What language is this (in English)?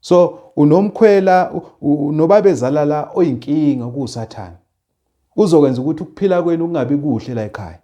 Zulu